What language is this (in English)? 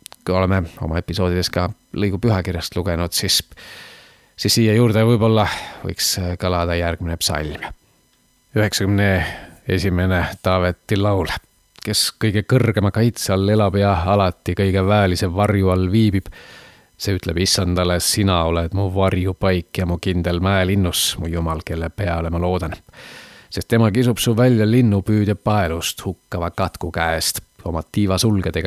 Estonian